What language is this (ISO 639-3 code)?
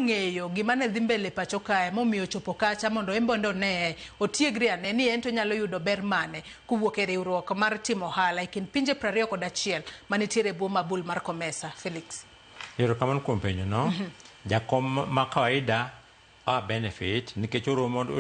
luo